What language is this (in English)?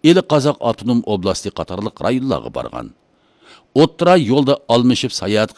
Uyghur